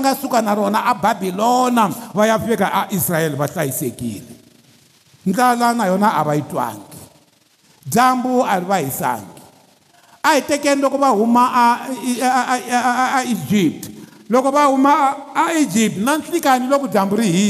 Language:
Tsonga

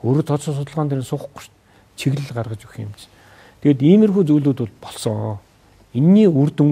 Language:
Mongolian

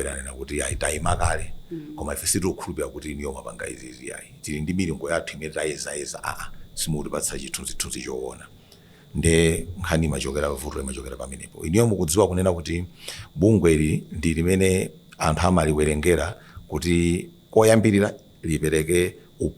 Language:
Nyanja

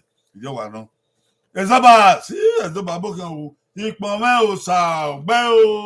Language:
Bini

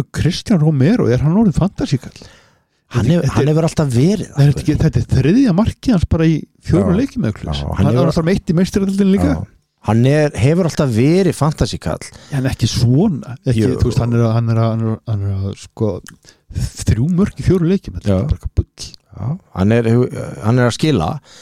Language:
Icelandic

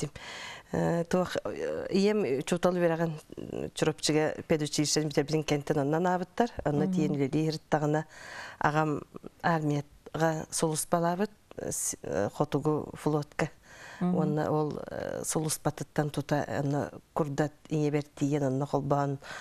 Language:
Yakut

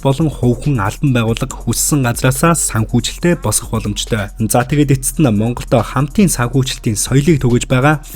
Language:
Mongolian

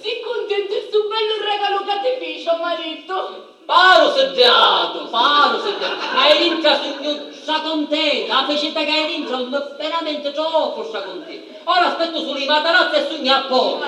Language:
Sicilian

